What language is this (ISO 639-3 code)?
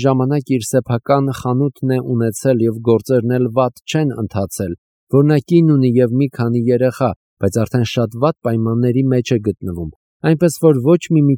hye